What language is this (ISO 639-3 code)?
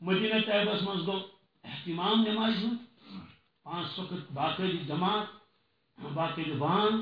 kas